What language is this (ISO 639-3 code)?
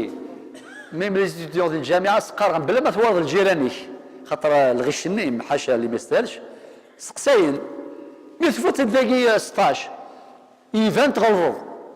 kab